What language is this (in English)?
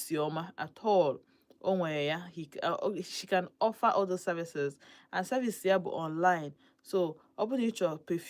Igbo